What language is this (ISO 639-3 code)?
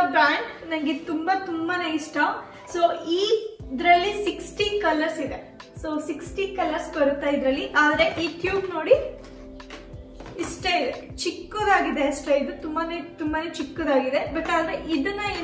kan